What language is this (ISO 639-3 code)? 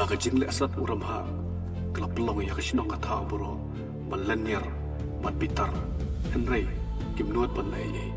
kha